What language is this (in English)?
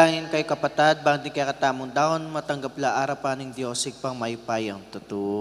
Pampanga